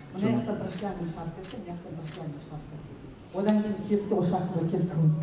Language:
Kazakh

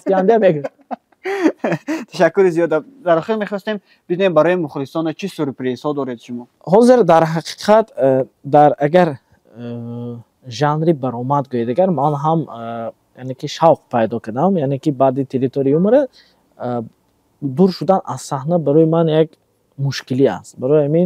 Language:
Tajik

